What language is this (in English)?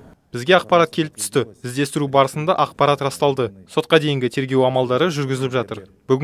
Kazakh